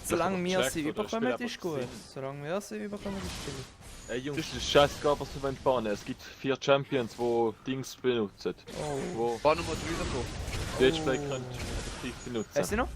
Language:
Swiss German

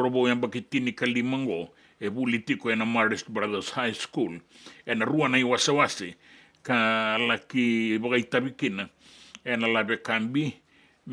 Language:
Fijian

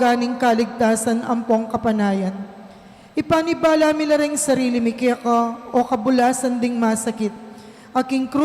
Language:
Pampanga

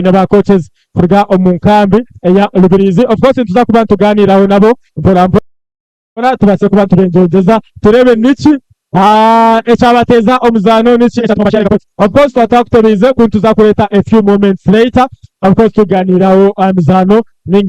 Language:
Nyankole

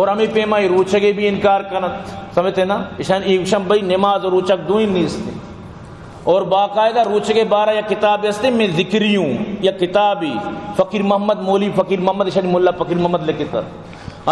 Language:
Baluchi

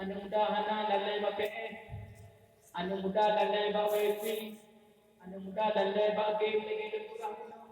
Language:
Achinese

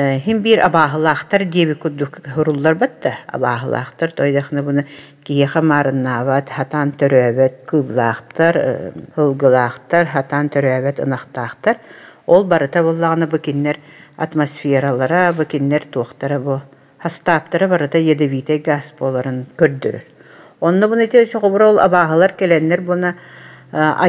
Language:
Yakut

